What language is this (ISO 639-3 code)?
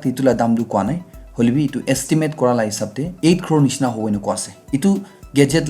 nag